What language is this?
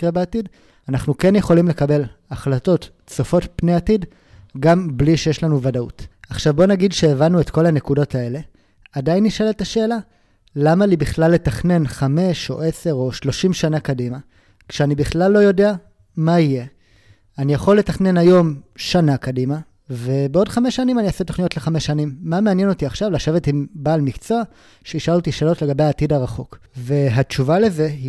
Hebrew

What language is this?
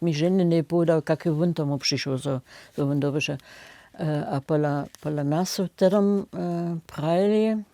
Upper Sorbian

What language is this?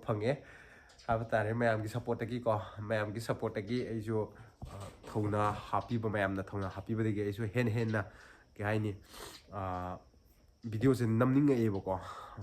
Manipuri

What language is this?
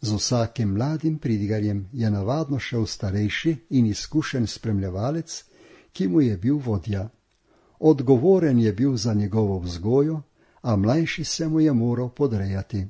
Slovenian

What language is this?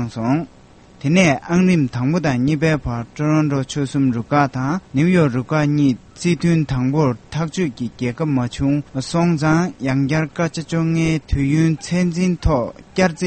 Tibetan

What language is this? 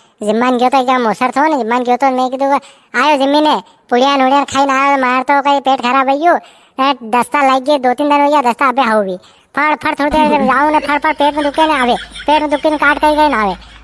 Rajasthani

